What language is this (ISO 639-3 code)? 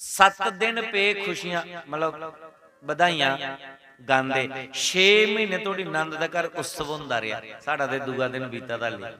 doi